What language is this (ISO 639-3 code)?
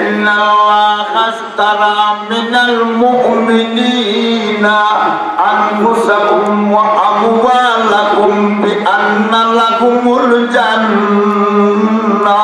syl